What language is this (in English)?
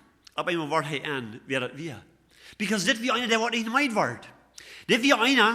Plautdietsch